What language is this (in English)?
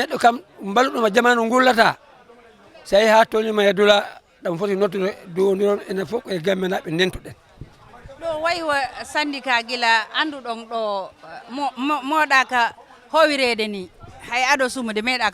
Fula